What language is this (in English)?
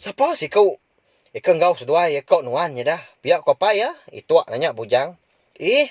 Iban